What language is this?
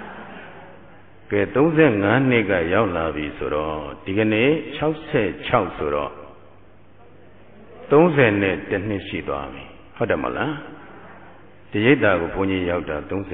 Burmese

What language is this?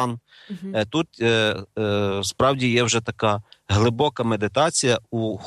Ukrainian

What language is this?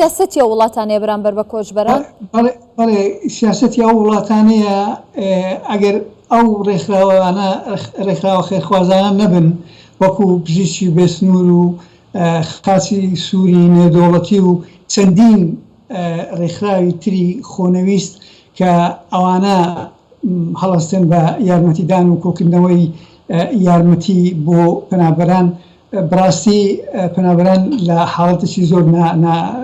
Central Kurdish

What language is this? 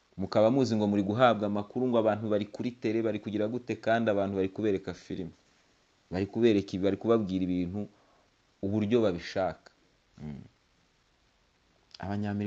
Kinyarwanda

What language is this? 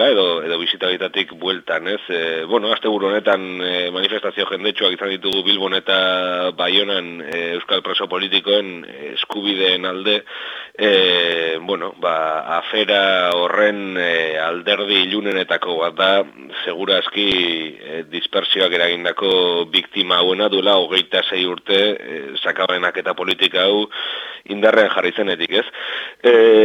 Basque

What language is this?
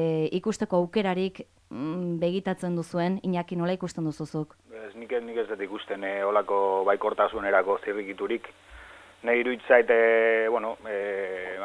Basque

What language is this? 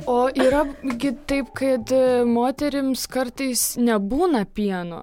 Lithuanian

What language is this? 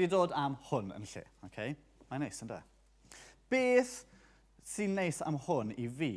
Welsh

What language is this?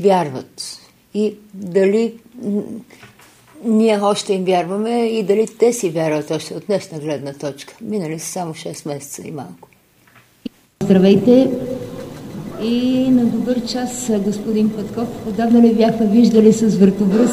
Bulgarian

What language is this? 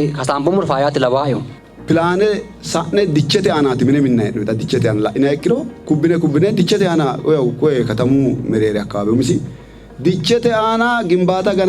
Sidamo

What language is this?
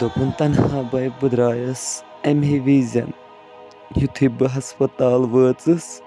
Kashmiri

